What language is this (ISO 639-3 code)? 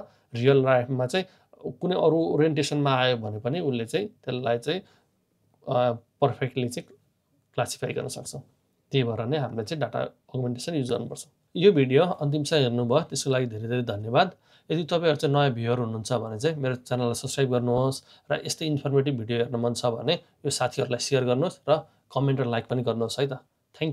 nep